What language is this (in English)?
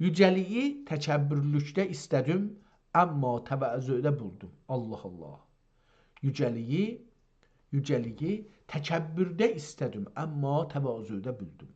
South Azerbaijani